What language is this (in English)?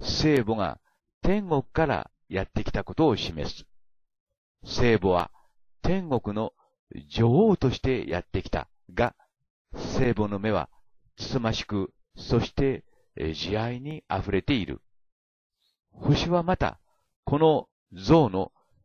Japanese